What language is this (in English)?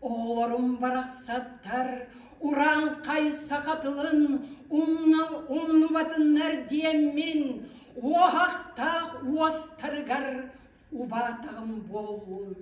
Yakut